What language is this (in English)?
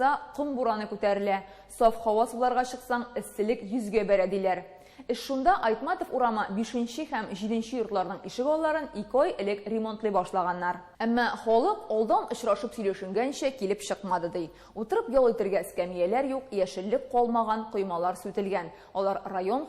Tatar